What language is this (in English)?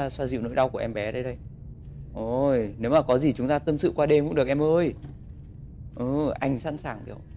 Vietnamese